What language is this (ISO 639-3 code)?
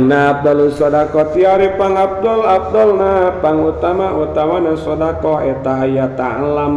sun